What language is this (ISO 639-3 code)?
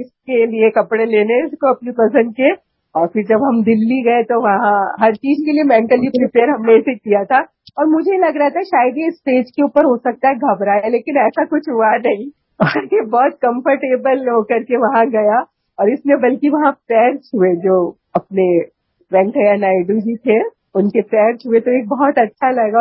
hin